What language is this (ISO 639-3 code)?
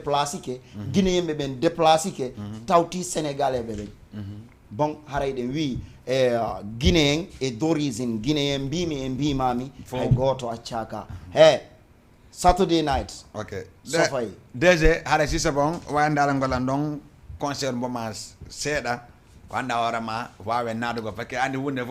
ful